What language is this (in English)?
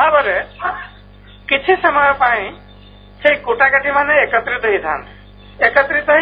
Odia